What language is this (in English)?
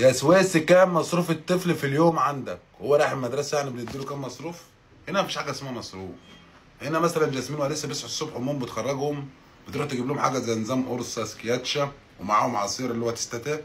Egyptian Arabic